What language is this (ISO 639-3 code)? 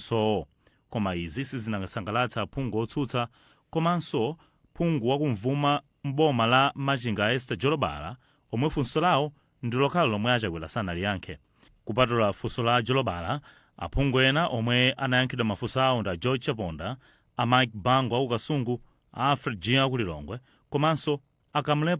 nya